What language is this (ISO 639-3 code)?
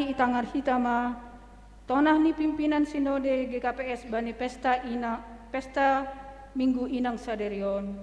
bts